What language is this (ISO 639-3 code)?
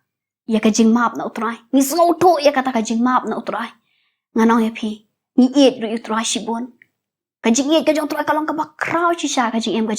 kha